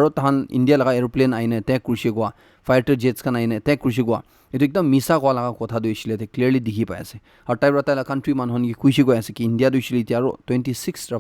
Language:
Naga Pidgin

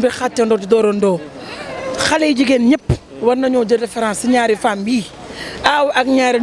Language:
Wolof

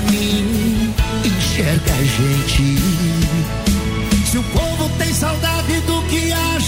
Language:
Portuguese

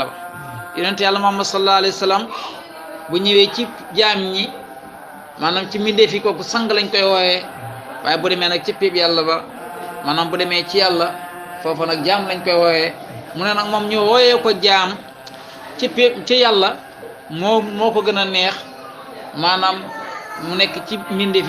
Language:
Wolof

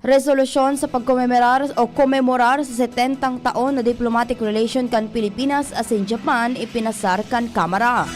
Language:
Bikol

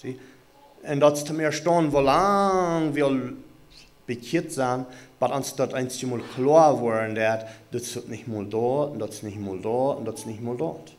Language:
Plautdietsch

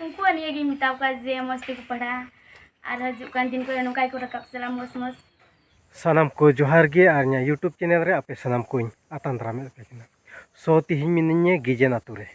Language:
Santali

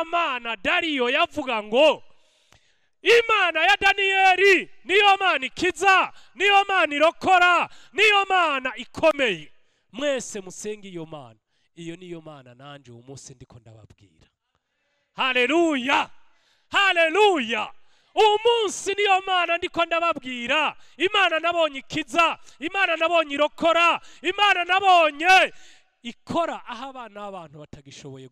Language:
Rundi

